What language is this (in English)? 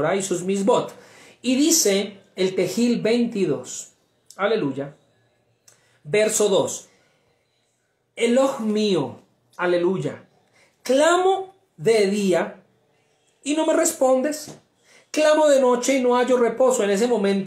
Spanish